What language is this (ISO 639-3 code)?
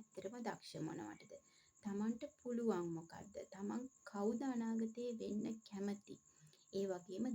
sin